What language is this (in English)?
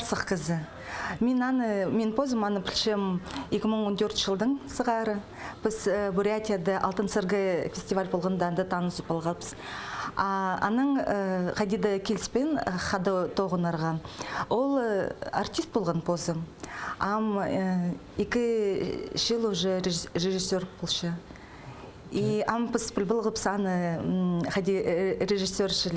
Khakas